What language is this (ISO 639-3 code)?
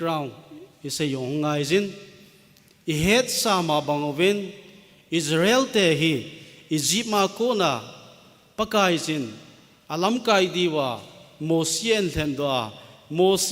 tcz